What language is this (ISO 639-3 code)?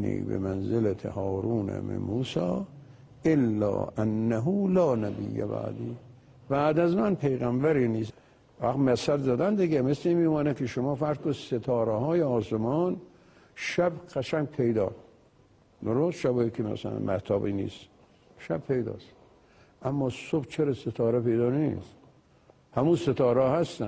fas